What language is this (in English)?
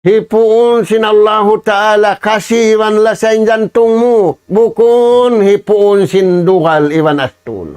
Tausug